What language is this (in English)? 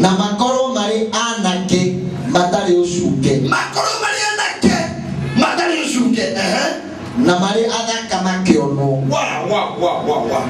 Kikuyu